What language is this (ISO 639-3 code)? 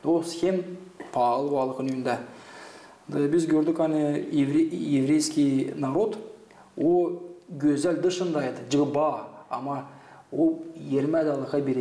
gag